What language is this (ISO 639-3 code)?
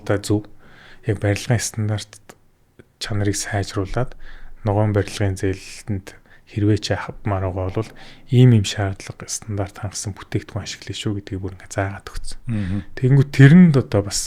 mon